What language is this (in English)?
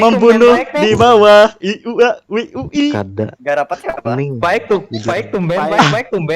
Banjar